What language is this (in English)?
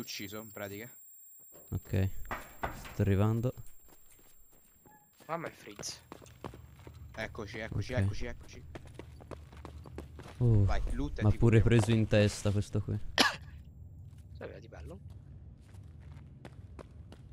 Italian